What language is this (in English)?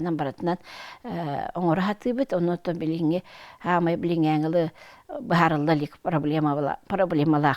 Yakut